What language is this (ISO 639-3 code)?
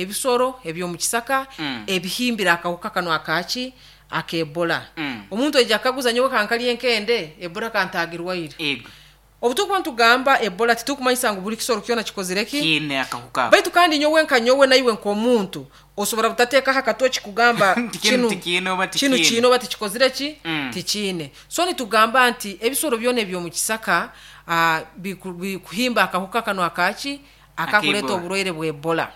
nyn